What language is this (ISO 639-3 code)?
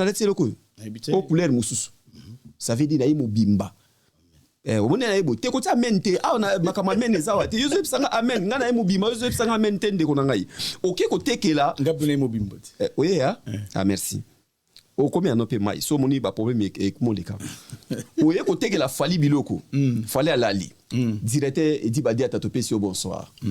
lin